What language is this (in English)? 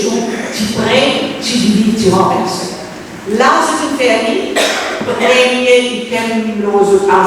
Morisyen